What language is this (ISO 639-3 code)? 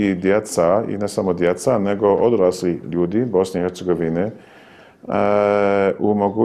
bos